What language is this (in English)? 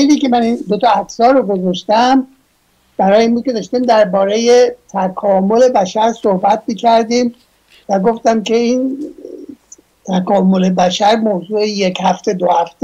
Persian